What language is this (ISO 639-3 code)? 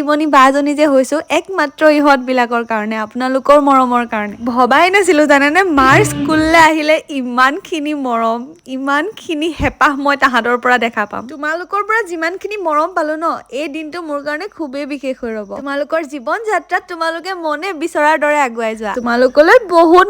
asm